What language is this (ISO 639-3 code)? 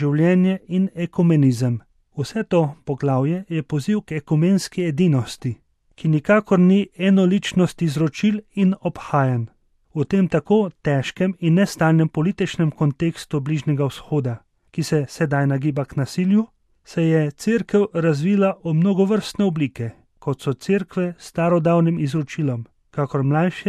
slv